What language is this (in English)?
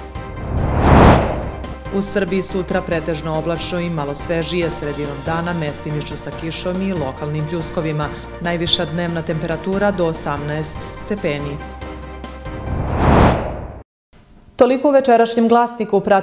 Serbian